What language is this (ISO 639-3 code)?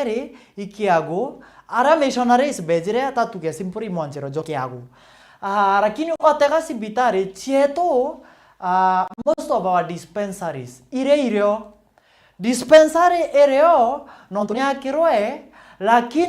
mer